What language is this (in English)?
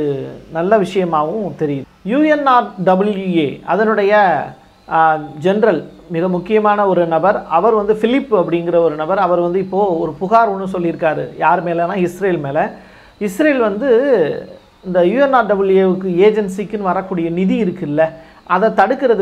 Tamil